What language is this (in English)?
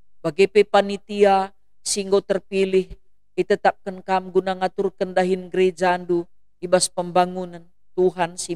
Batak Karo